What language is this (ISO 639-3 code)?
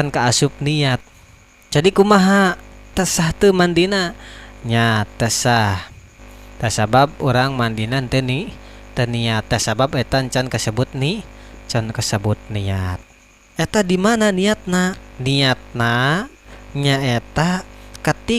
sun